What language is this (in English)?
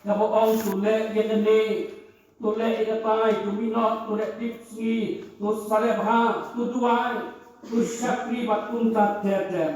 Khasi